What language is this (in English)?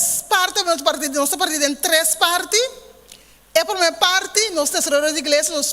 Papiamento